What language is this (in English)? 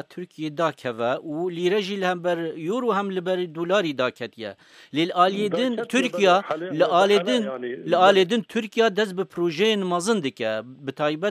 Kurdish